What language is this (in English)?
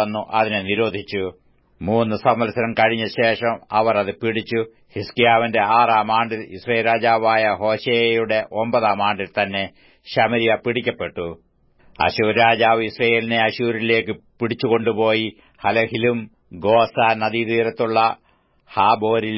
Malayalam